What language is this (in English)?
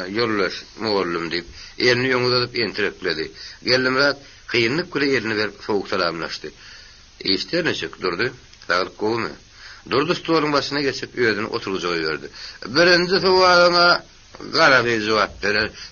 Turkmen